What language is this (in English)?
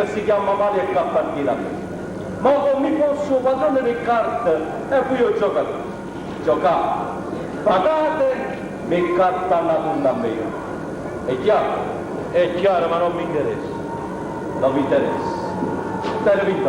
Neapolitan